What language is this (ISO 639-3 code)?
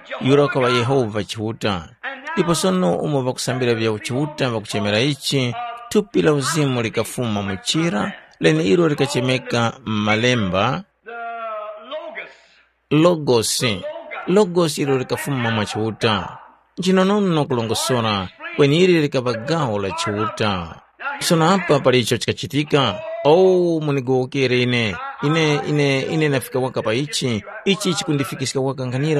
tum